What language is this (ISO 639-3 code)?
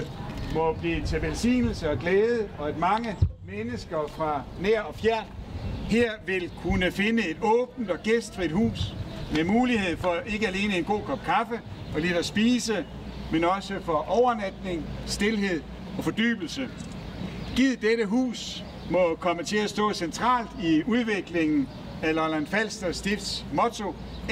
dan